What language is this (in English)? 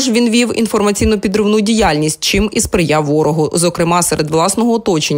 Ukrainian